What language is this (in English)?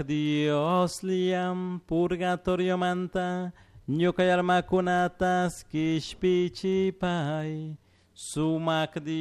Chimborazo Highland Quichua